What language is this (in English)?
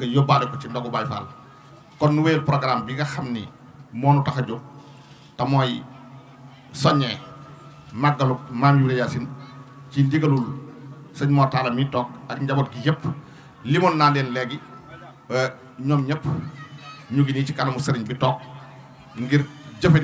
Wolof